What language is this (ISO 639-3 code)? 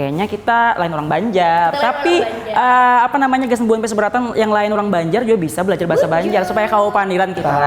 bjn